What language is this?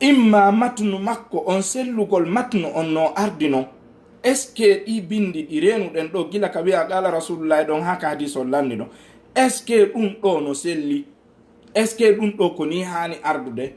Fula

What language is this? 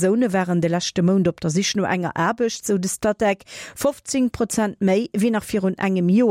Luxembourgish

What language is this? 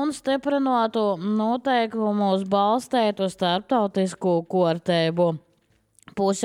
Latvian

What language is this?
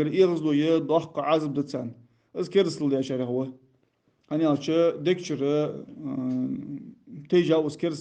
Ingush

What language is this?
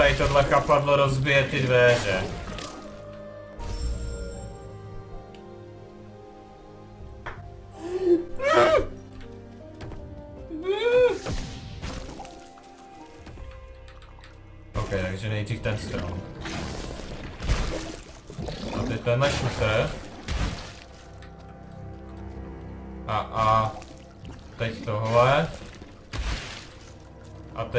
Czech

